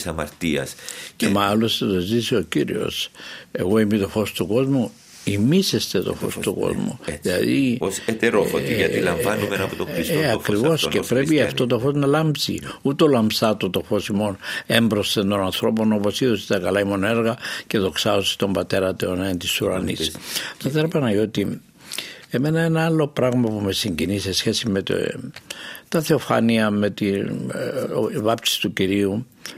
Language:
Greek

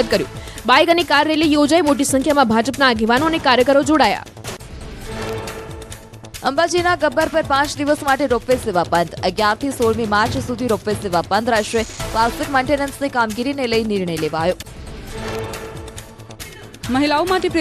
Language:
Gujarati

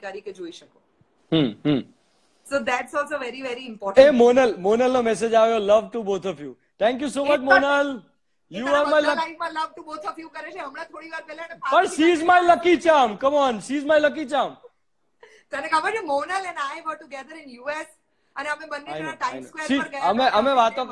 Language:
Gujarati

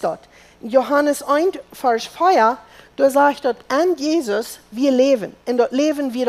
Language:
Plautdietsch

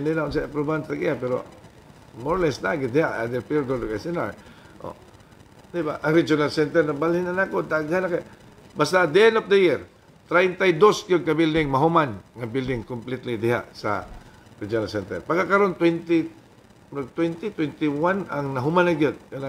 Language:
Cebuano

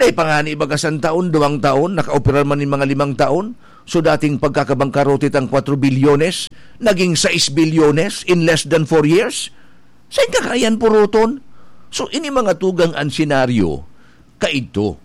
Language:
Bikol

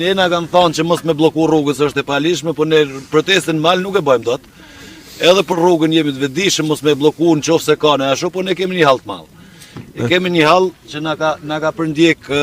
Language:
Albanian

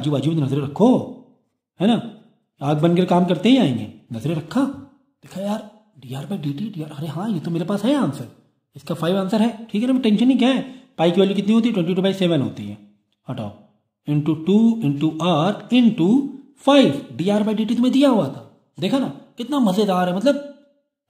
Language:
Hindi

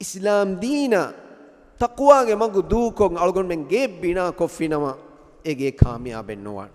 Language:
Divehi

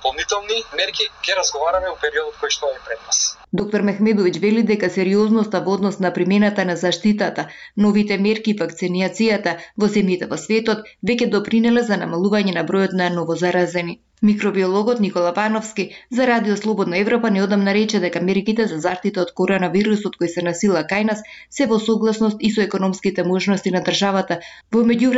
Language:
Macedonian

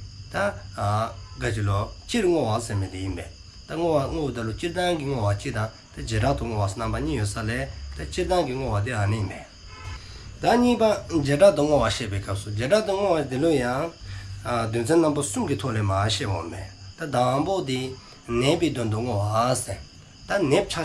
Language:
Dzongkha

